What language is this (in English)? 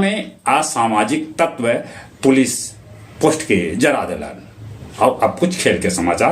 Magahi